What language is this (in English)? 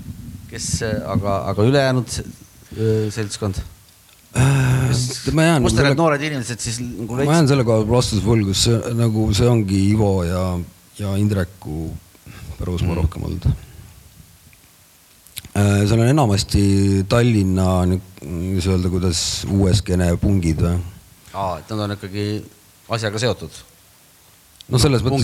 Estonian